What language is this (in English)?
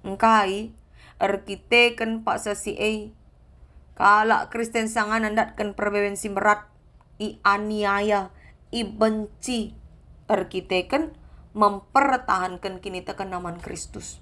Batak Karo